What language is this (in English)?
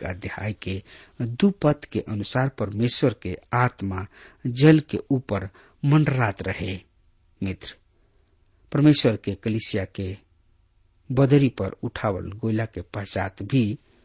Bhojpuri